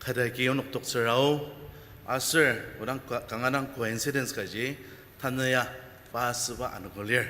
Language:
Ao Naga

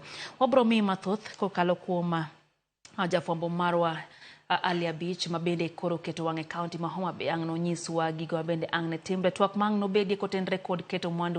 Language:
Luo (Kenya and Tanzania)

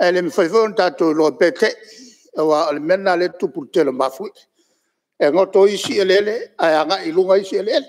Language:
Samoan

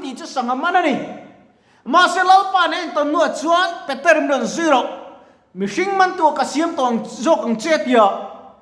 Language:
Mizo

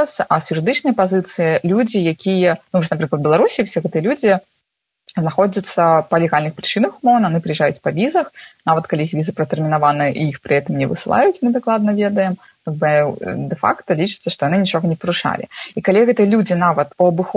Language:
Belarusian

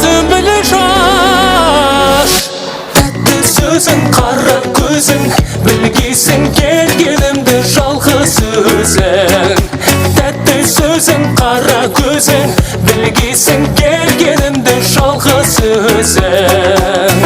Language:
Kara-Kalpak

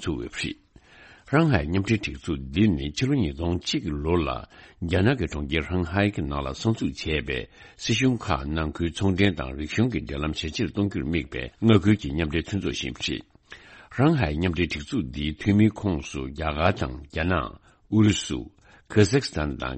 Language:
Tibetan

